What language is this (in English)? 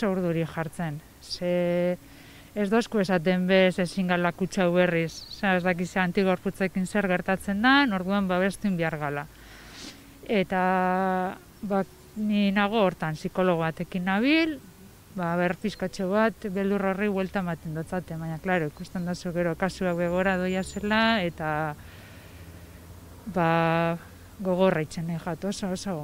Basque